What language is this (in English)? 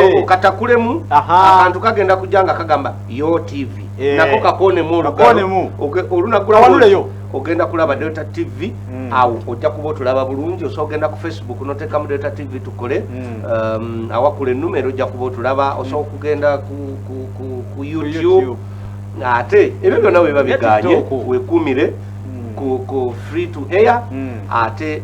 Ganda